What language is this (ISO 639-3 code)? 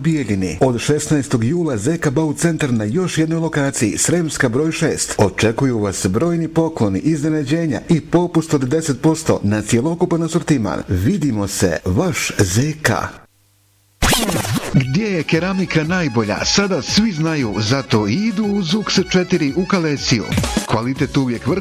bos